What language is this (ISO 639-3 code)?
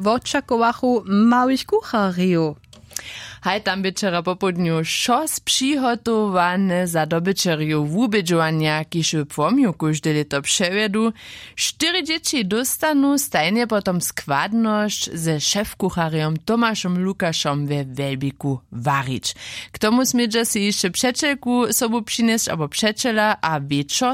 hsb